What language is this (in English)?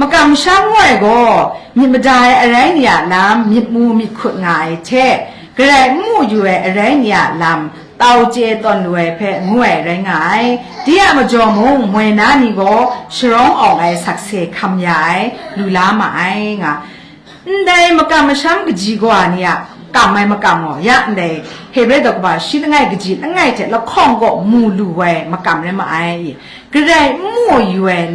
Kachin